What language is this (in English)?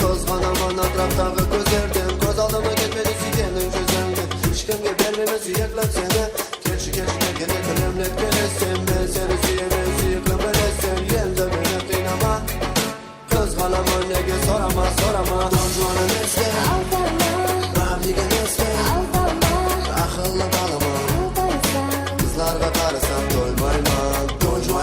Kara-Kalpak